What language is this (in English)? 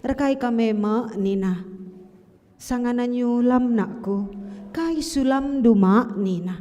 Batak Karo